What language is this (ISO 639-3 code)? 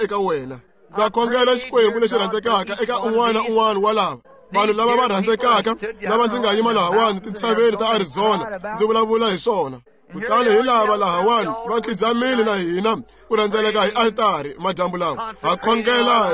tso